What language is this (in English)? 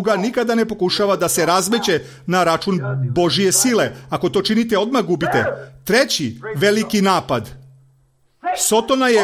Serbian